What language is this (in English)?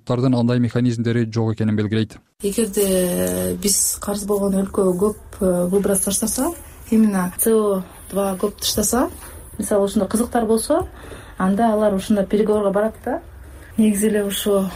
Kyrgyz